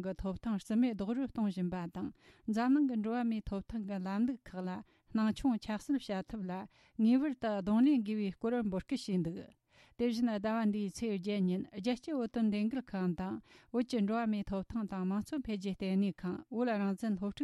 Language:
Tibetan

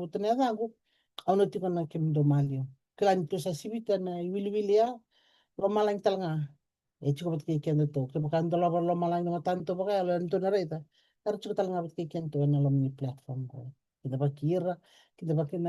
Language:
Fijian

